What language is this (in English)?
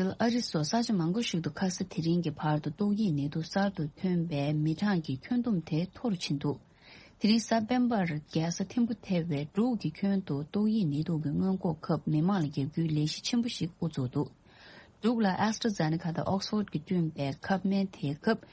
Tibetan